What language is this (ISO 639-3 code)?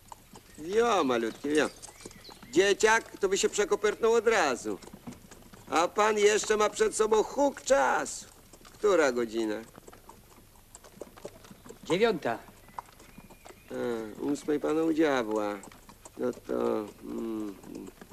pol